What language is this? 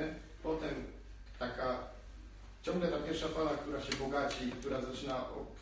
Polish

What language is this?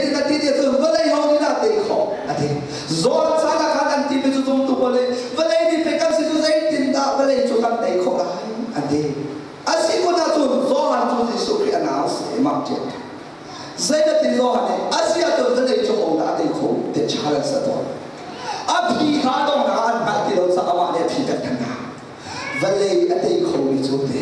Hakha Chin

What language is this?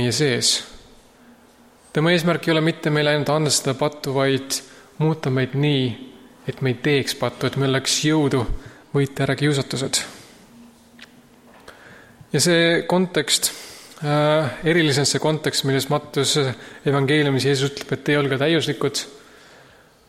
Estonian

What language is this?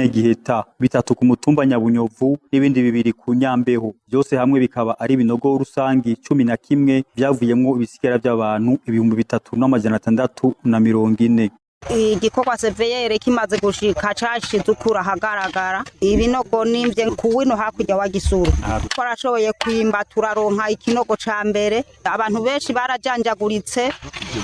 Rundi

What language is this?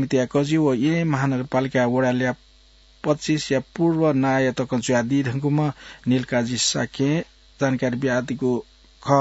Newari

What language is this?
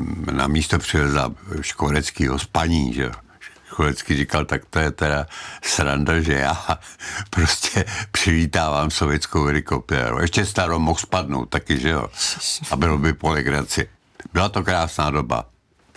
Czech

